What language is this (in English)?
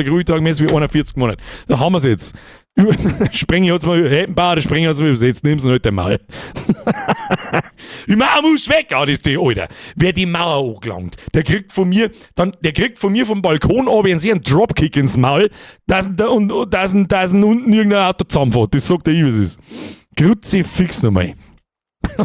Bavarian